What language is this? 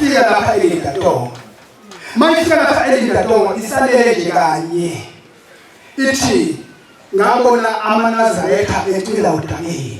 Zulu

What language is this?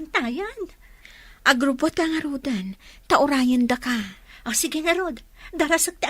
Iloko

